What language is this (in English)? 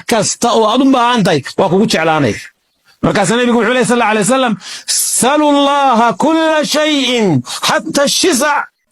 Somali